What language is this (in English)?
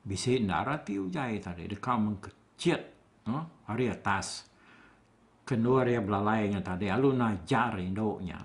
Iban